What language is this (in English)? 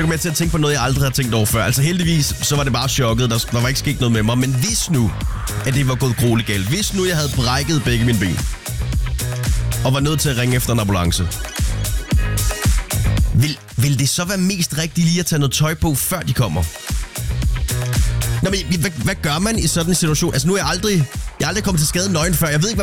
Danish